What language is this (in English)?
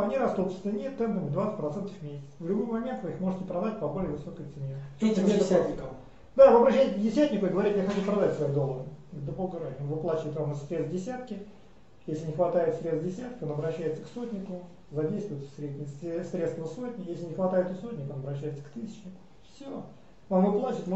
Russian